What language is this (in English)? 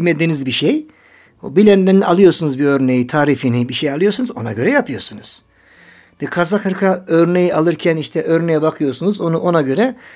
Turkish